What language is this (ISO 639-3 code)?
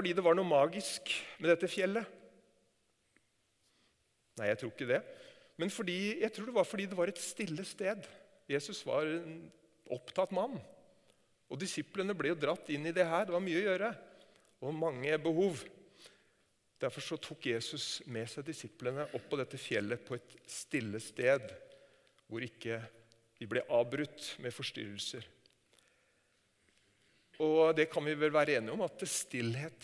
nor